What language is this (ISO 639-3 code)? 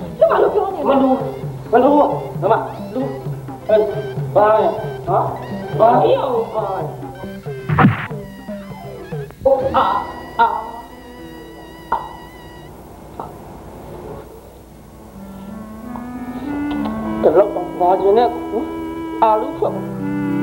mya